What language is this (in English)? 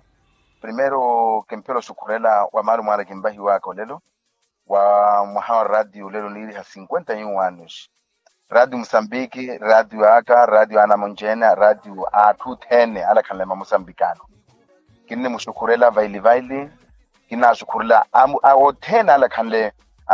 Makhuwa